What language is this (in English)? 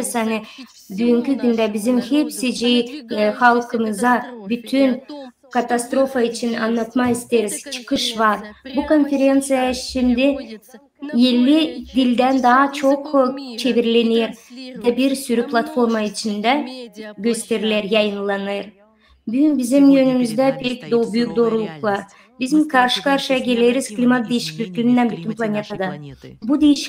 Gagauz